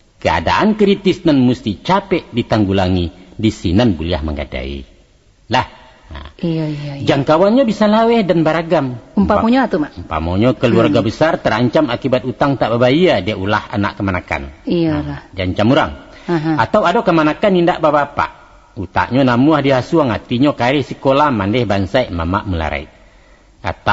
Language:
Minangkabau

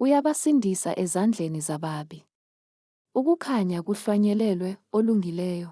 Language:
Zulu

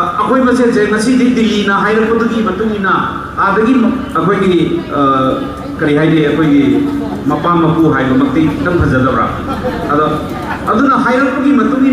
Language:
Manipuri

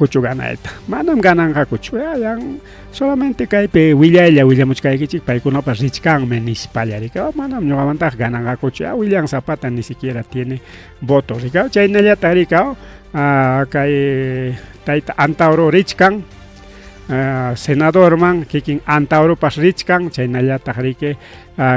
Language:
Ayacucho Quechua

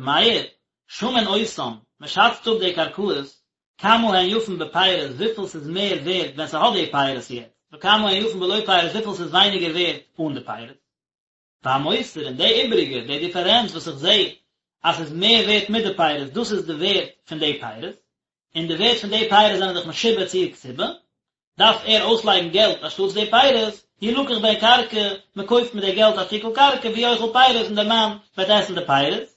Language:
Yiddish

